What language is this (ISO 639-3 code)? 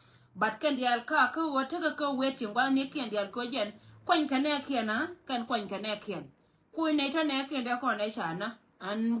nus